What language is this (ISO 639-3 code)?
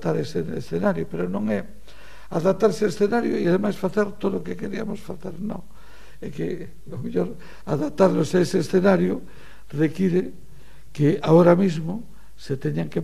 glg